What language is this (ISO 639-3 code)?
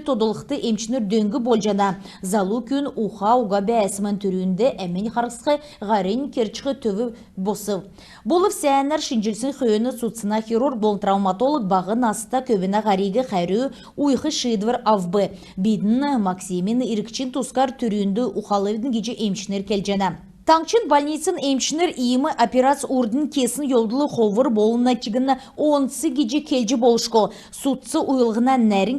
xal